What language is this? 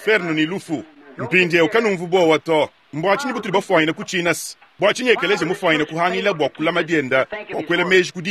Luba-Lulua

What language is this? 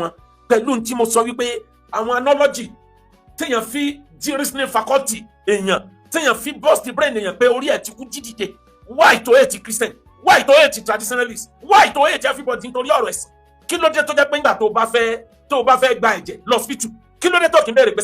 Yoruba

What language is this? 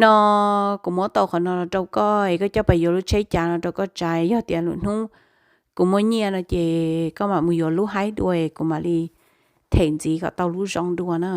Hmong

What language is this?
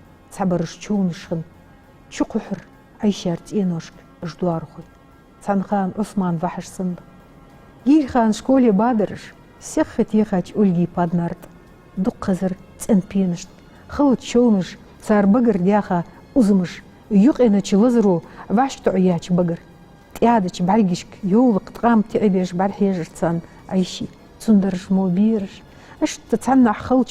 Ingush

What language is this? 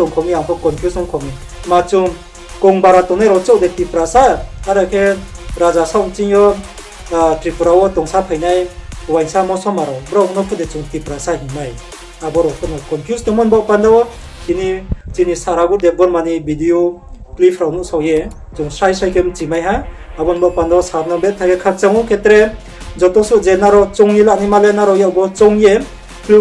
Riang (India)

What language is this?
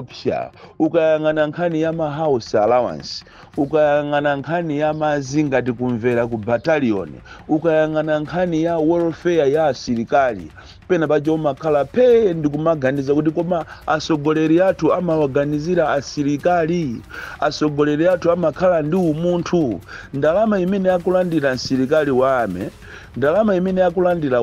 Nyanja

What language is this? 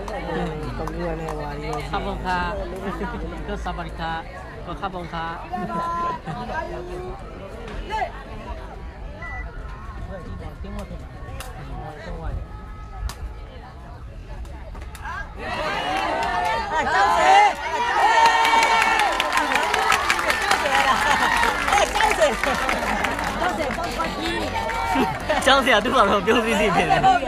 Burmese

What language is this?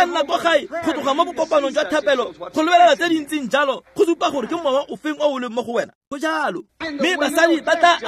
Tswana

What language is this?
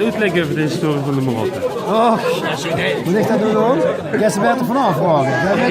Limburgish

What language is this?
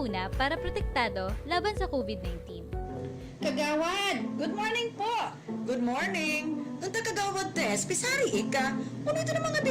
Bikol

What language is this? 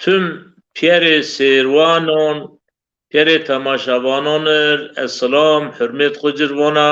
Zaza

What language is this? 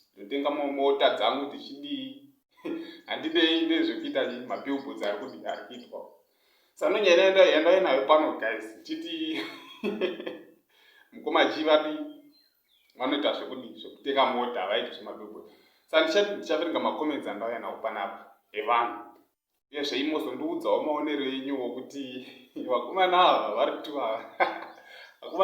Shona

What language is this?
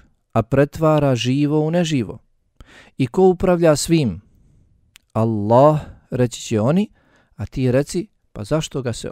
Bosnian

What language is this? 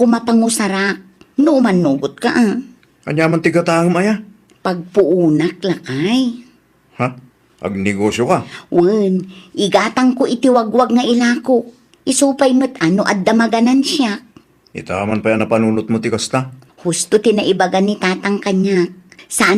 Iloko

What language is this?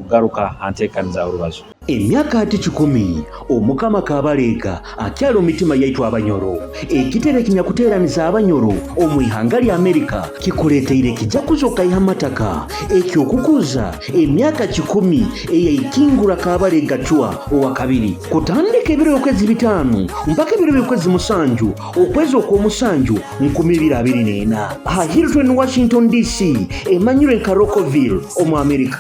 Nyoro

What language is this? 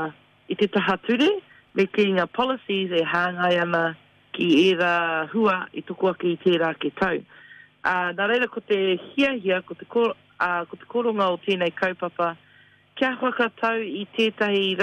Māori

